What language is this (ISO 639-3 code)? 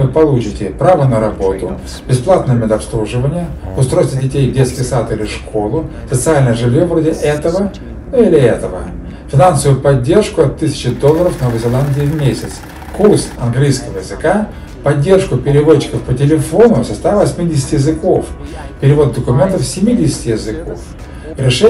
rus